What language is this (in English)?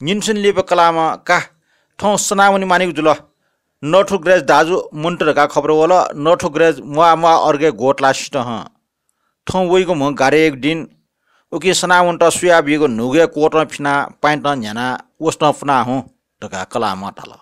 Newari